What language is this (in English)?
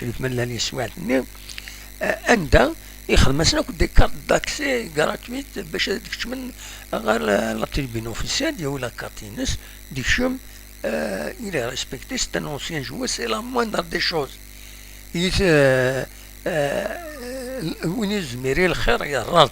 Kabyle